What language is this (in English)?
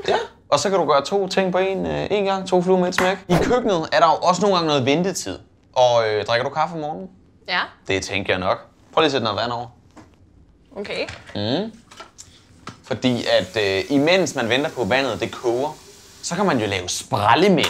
Danish